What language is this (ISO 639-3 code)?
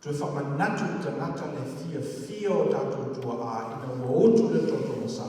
smo